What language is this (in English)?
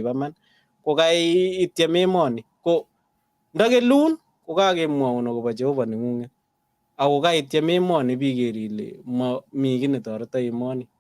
Kalenjin